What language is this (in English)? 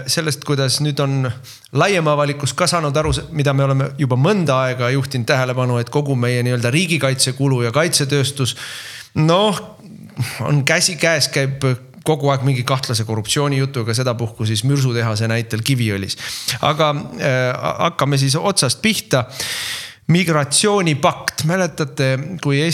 Estonian